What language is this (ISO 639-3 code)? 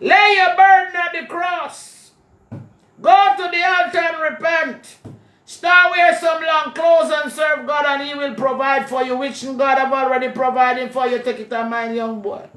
jam